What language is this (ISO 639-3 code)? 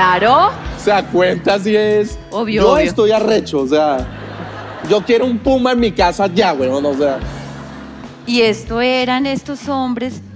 spa